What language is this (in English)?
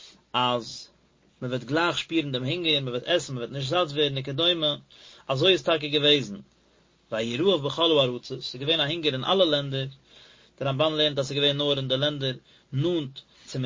Yiddish